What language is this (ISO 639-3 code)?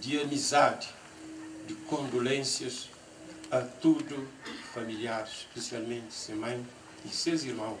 kea